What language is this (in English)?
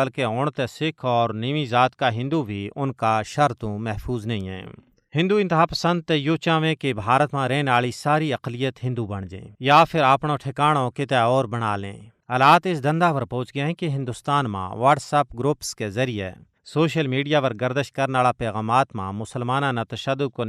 Gujari